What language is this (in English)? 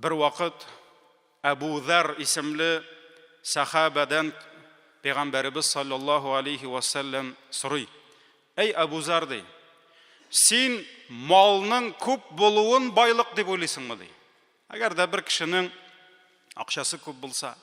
Tatar